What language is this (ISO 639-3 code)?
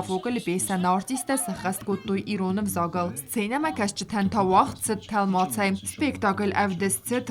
oss